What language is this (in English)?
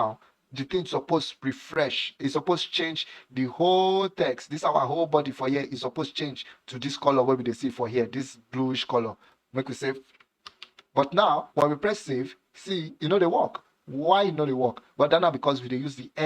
Nigerian Pidgin